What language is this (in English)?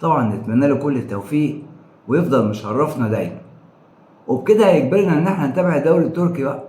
Egyptian Arabic